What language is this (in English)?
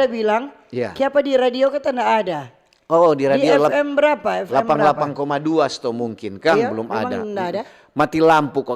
Manado Malay